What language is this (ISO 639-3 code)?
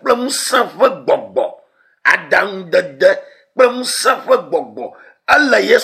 ewe